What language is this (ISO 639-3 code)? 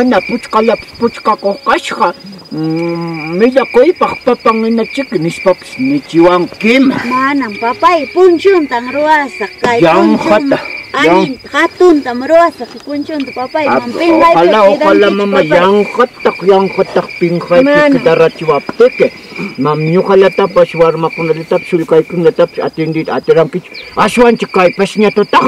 quy